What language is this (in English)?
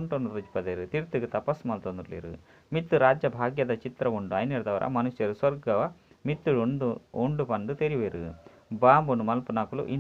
Tulu